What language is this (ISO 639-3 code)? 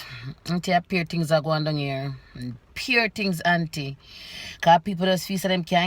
jam